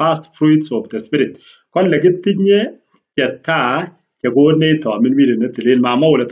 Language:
Kalenjin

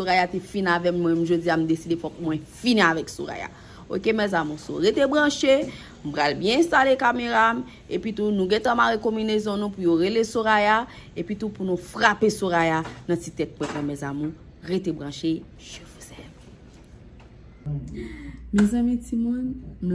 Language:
Haitian Creole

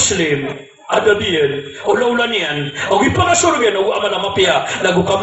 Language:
Maranao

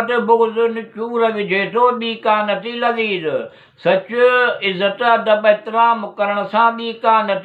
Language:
Sindhi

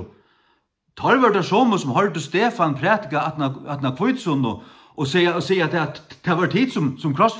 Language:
Faroese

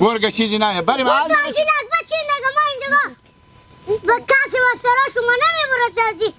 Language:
Hazaragi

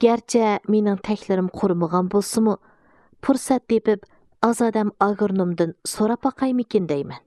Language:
Uyghur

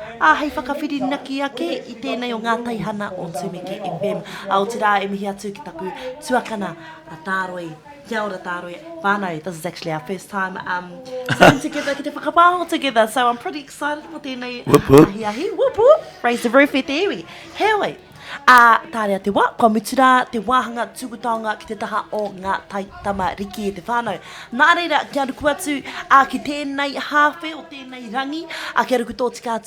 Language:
Māori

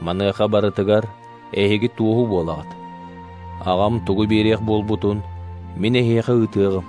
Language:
Yakut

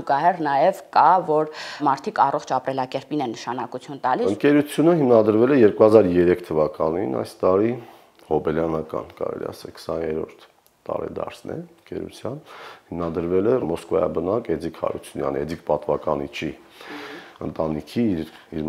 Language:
Armenian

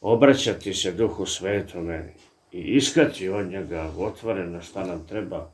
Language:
Serbian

